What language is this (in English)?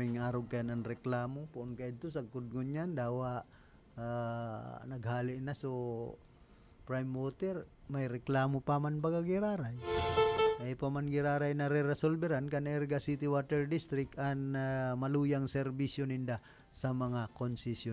Bikol